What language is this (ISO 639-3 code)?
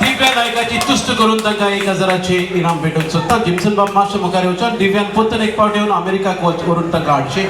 kok